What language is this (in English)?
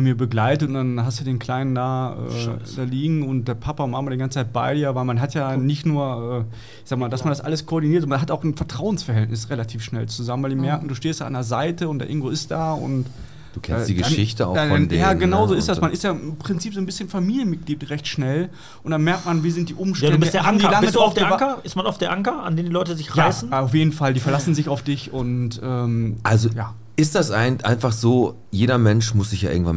German